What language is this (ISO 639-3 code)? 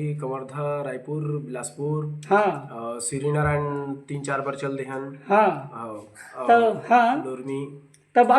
hne